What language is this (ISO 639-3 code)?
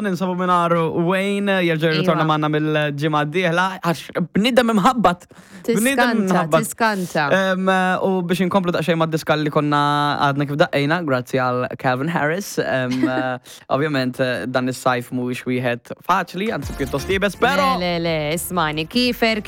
mlt